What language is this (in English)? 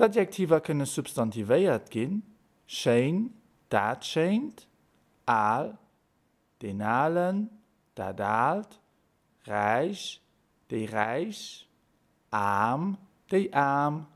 Luxembourgish